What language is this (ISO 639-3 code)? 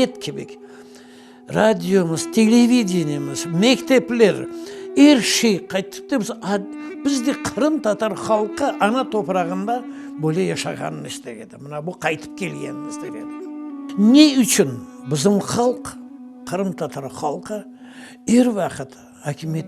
crh